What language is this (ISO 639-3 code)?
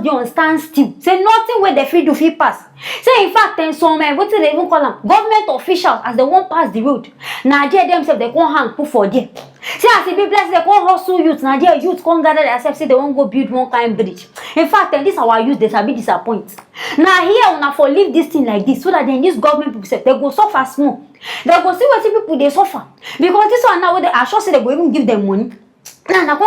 pcm